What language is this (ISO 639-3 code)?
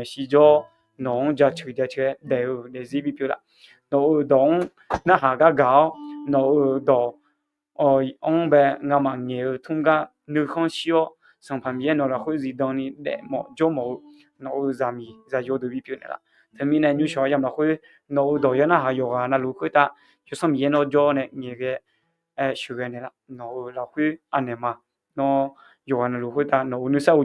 ahk